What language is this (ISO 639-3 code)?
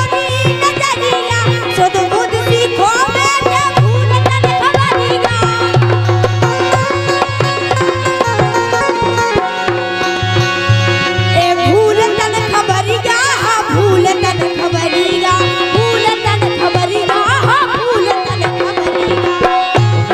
bho